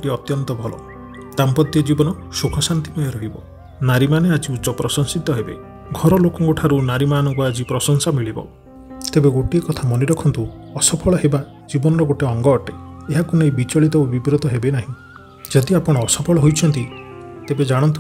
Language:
Odia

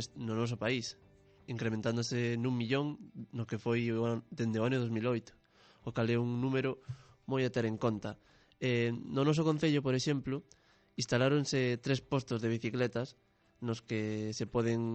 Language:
Galician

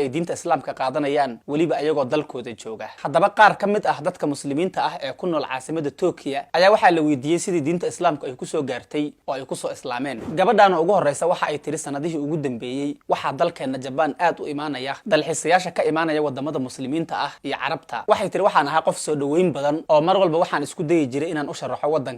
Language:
Somali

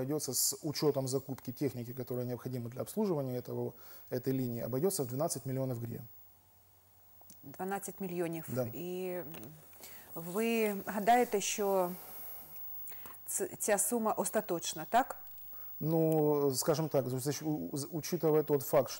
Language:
Russian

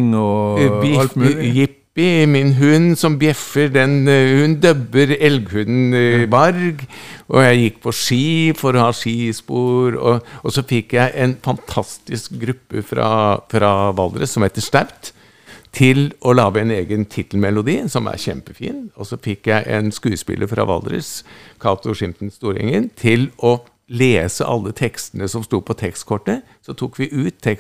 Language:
Norwegian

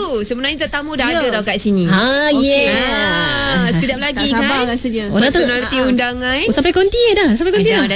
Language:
Malay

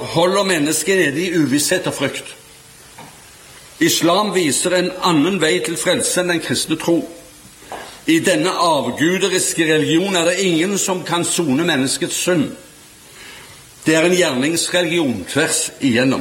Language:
Norwegian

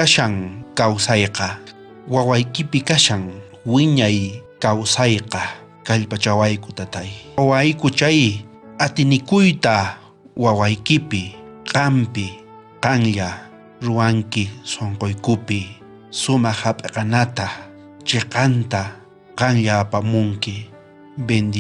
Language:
South Bolivian Quechua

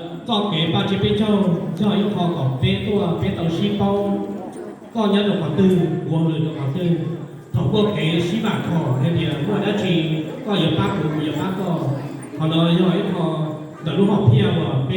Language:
Hmong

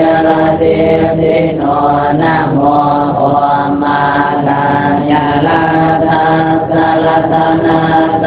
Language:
Pali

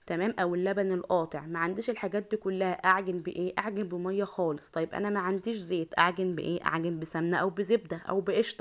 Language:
Egyptian Arabic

